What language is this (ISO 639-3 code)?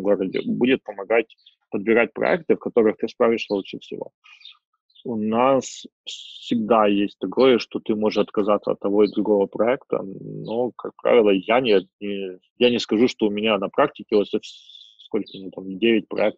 rus